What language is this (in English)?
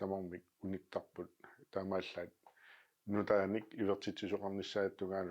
Kalaallisut